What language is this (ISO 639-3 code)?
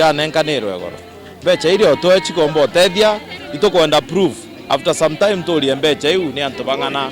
mer